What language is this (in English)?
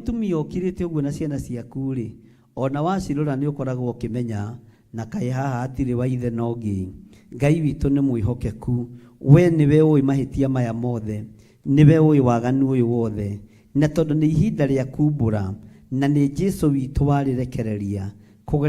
Kikuyu